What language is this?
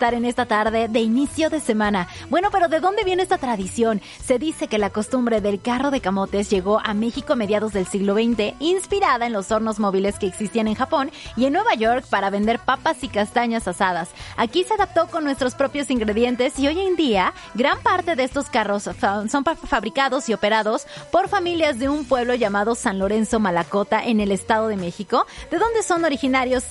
Spanish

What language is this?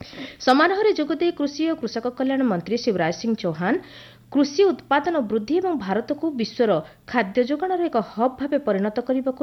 Odia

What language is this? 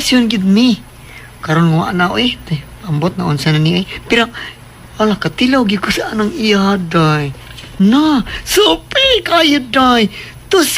Cebuano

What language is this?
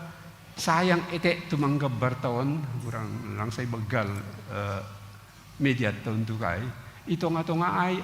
Batak Simalungun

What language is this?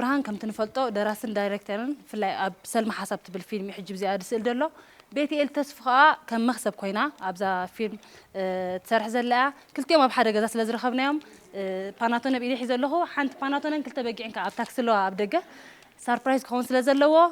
Tigrinya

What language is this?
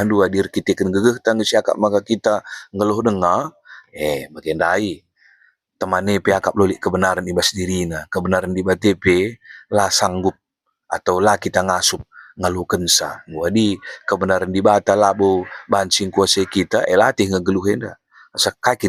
Batak Karo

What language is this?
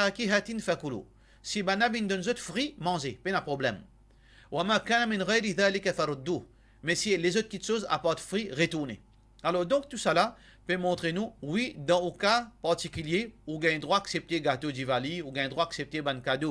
Morisyen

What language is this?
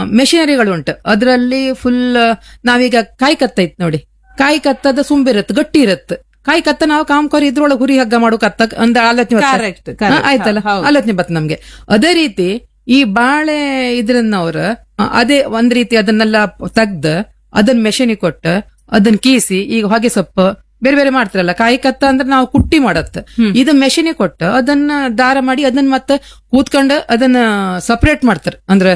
Kannada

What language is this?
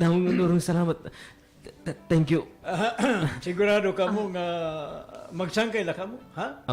Waray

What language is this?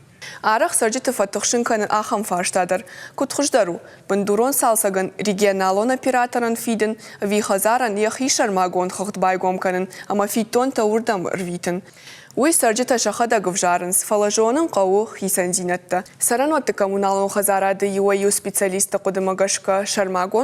Ossetic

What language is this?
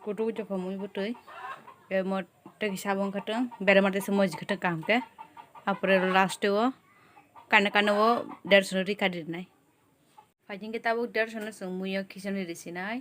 Kok Borok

